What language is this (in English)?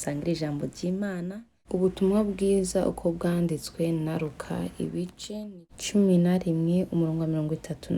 Kinyarwanda